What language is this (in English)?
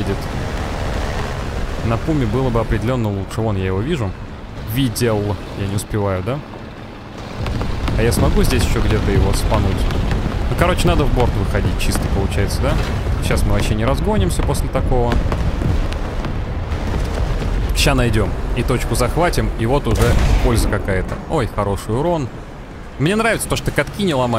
Russian